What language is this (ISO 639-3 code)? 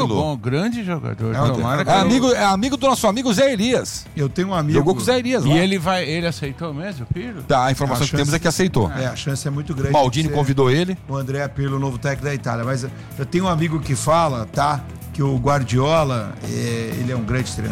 por